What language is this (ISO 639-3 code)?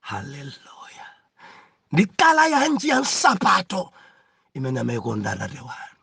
nya